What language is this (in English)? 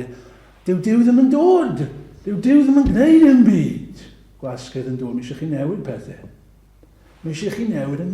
Welsh